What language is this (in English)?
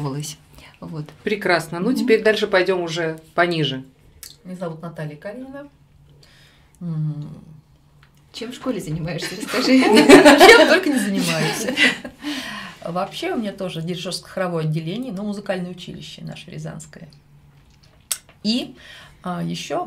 Russian